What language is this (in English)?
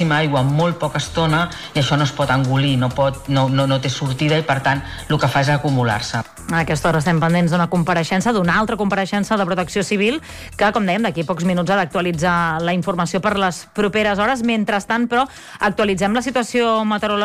Catalan